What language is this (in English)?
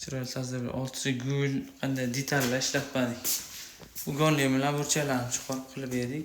Uzbek